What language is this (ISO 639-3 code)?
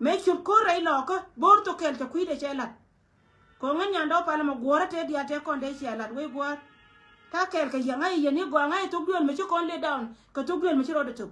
nus